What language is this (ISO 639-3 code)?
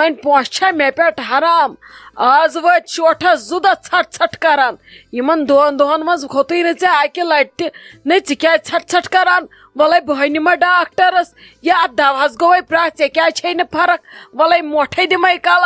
kas